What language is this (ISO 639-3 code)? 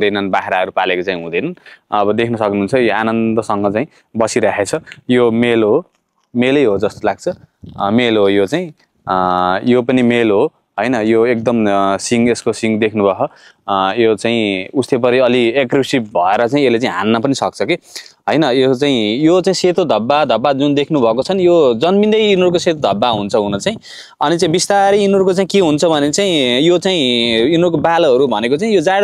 nep